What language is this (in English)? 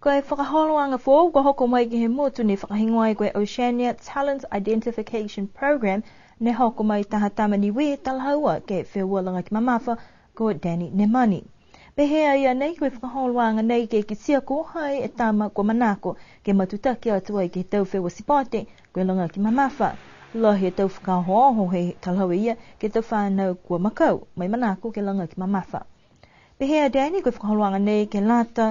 Niuean